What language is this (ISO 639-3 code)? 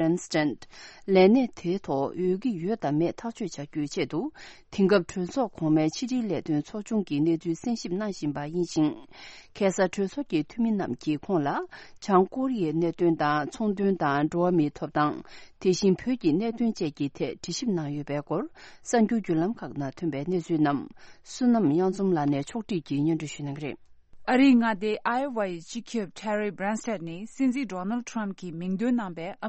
bod